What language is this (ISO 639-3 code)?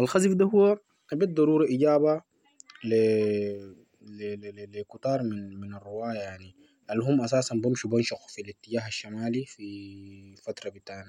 apd